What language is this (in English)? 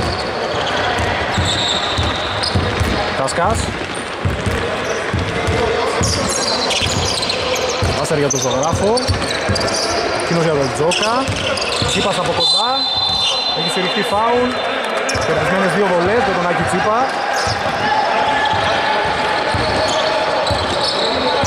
Greek